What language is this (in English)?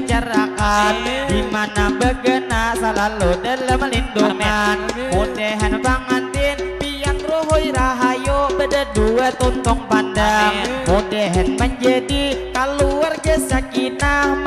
Banjar